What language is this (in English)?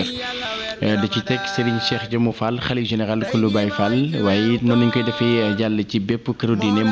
Wolof